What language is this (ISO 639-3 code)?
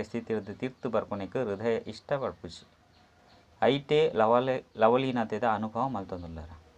tcy